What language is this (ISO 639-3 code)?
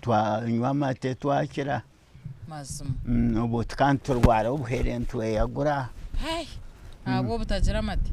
nyn